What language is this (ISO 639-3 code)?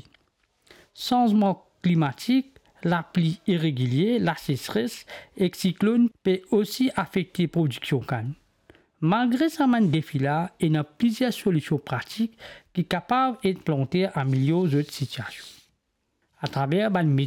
mfe